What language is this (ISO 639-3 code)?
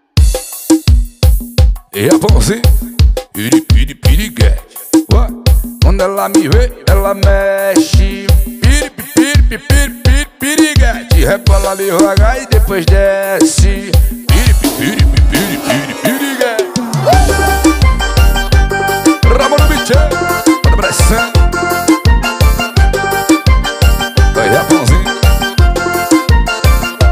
por